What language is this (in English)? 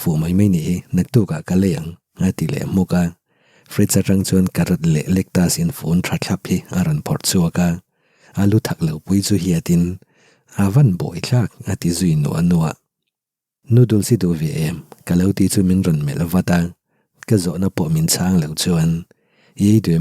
Mizo